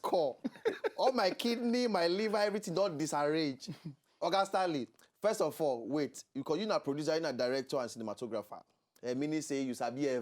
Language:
Nigerian Pidgin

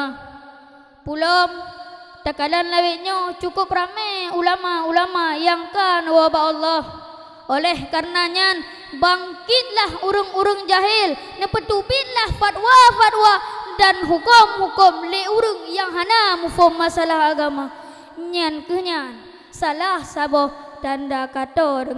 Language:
Achinese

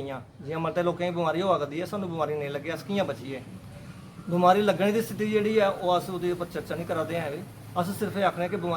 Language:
Dogri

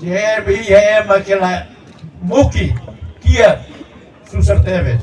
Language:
Tetum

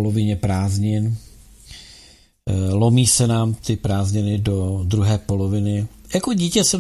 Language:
Czech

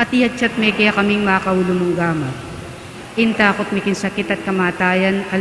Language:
Pampanga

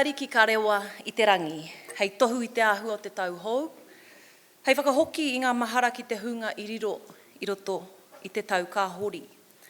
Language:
Māori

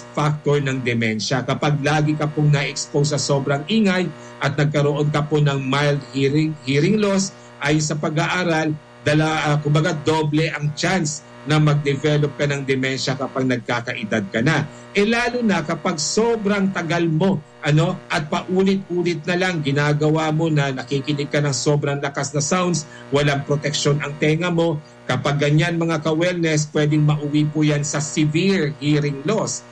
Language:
Filipino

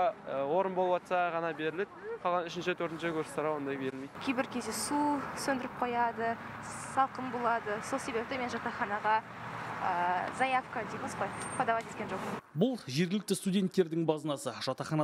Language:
Kazakh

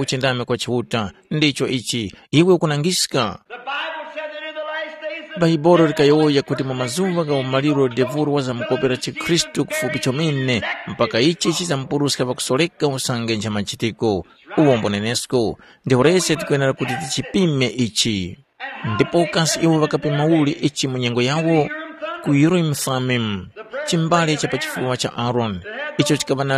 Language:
Tumbuka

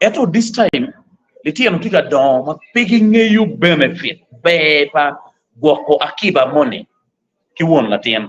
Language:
Acoli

